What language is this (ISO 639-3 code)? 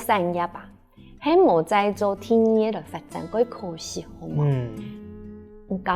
hak